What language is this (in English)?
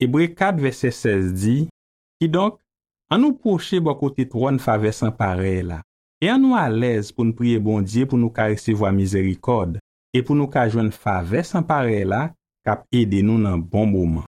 Haitian Creole